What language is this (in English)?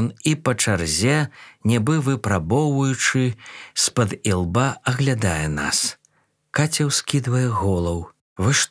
Belarusian